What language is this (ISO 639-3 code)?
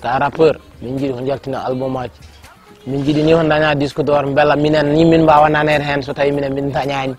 ful